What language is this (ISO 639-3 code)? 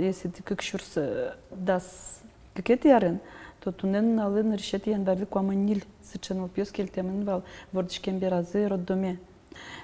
udm